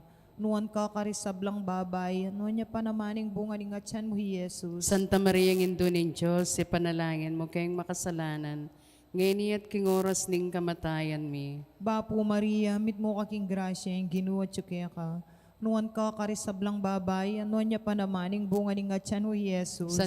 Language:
Pampanga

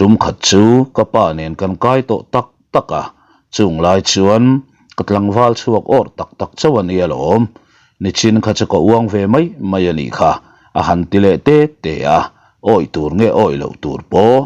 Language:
Mizo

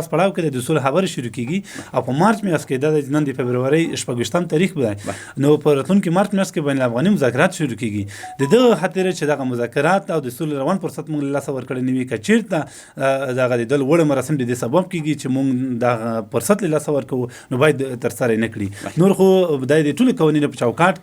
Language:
Pashto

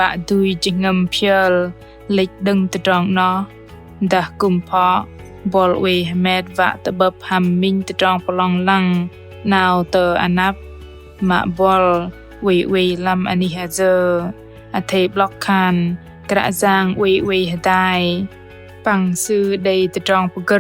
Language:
Bahnar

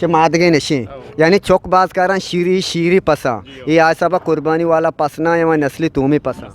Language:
Eastern Balochi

